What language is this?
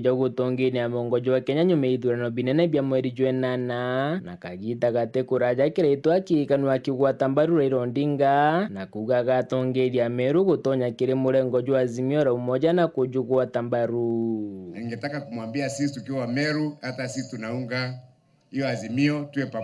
Meru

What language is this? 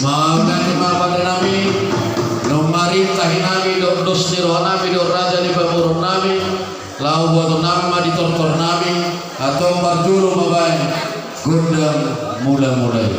Batak Toba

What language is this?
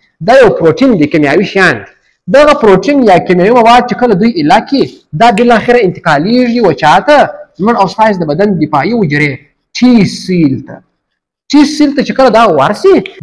Pashto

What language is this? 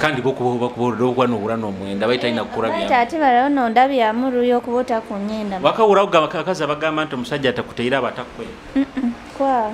Nyoro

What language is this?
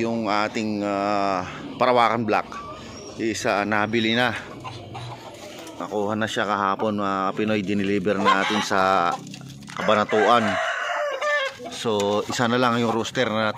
Filipino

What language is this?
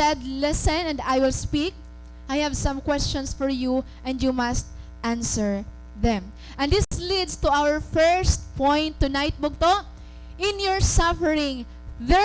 Waray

